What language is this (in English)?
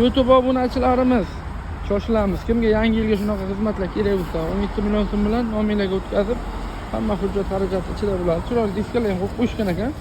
Uzbek